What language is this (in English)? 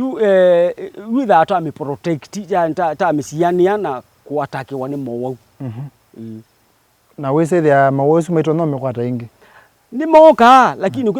Kamba